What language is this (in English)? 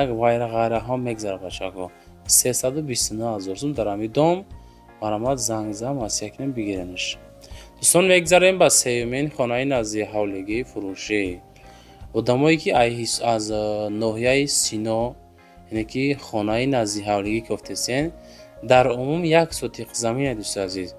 Tajik